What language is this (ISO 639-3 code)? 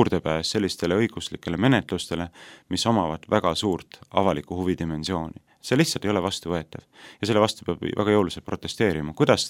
est